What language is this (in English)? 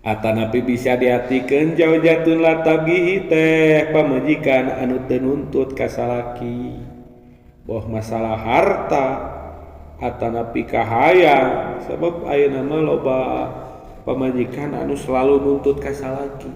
Sundanese